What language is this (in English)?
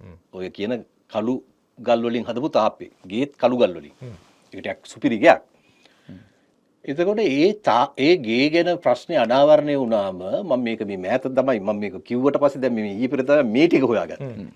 Sinhala